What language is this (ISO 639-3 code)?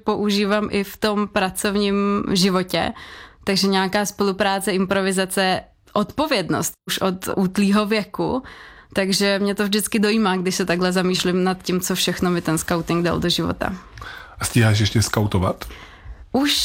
ces